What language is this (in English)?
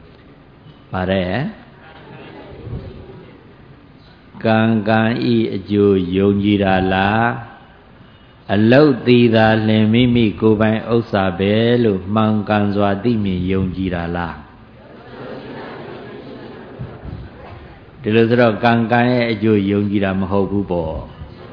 Burmese